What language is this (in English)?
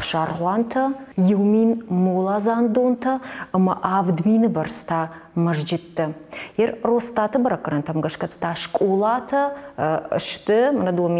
Ossetic